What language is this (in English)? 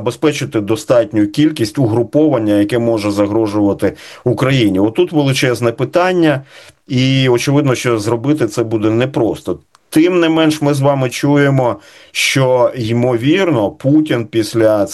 Ukrainian